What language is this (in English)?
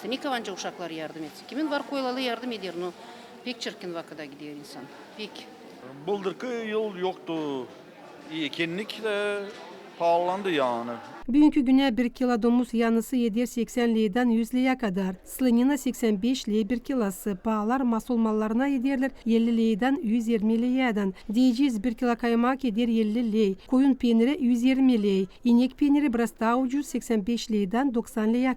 Gagauz